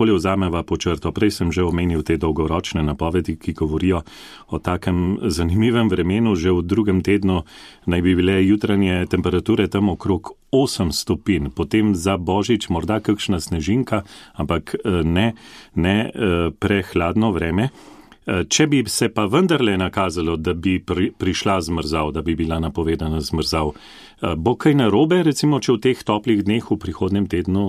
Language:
Slovenian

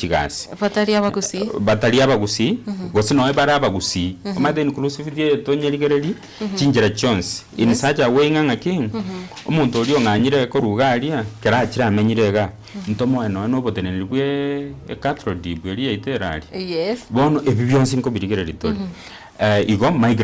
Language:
Gusii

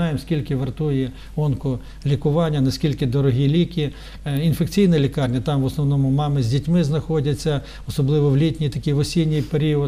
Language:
Ukrainian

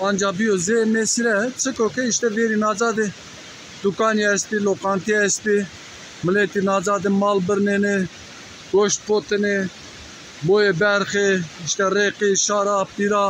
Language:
Zaza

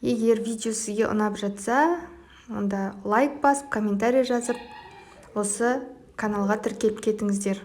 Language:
Kazakh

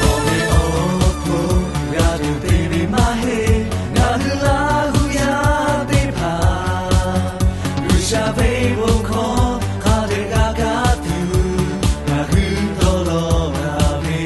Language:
Lahu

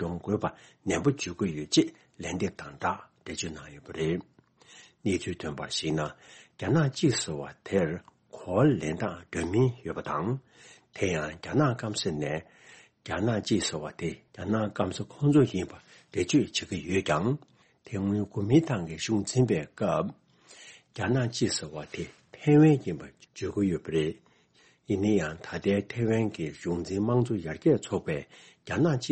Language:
Tibetan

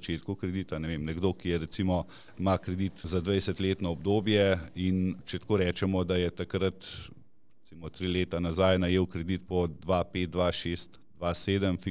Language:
Slovenian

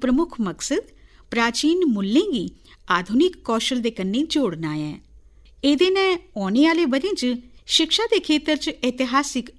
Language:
Dogri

